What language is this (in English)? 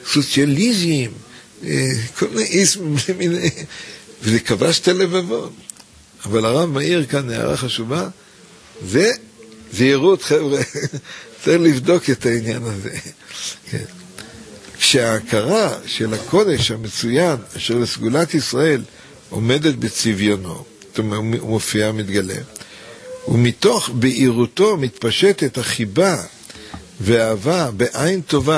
Hebrew